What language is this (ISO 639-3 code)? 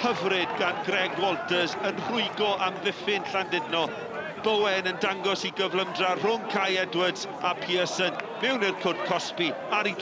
cym